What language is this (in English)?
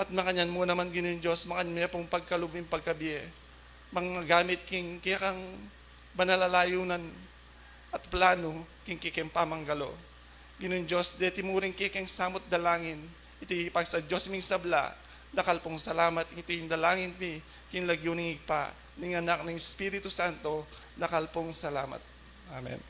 Pampanga